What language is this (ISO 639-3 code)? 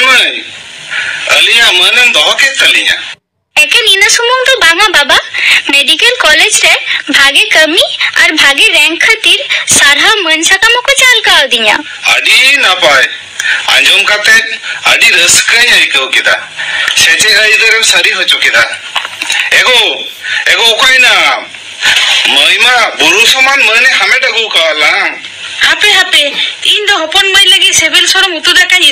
sat